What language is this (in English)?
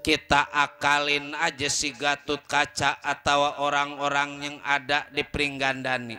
Betawi